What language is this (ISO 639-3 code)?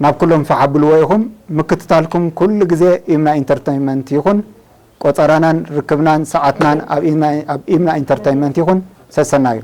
tir